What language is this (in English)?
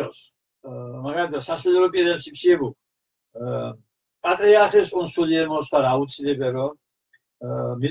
Mingrelian